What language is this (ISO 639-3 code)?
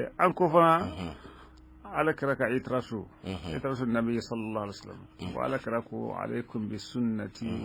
bam